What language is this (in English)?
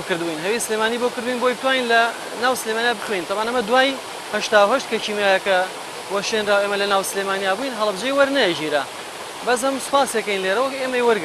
Central Kurdish